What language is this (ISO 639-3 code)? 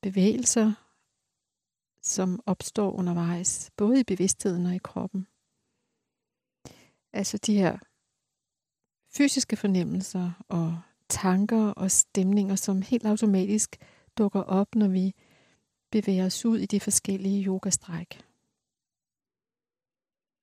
dan